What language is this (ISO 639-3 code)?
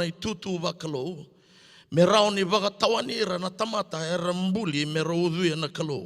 fij